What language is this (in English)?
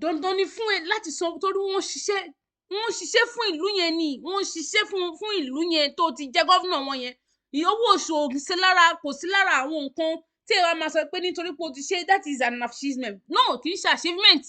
Yoruba